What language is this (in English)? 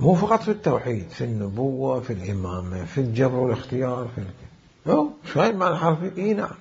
Mesopotamian Arabic